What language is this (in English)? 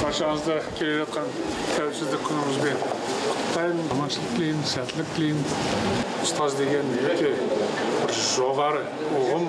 Kazakh